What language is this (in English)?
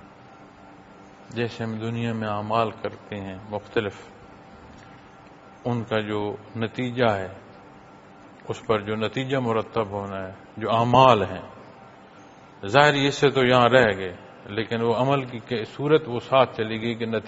Urdu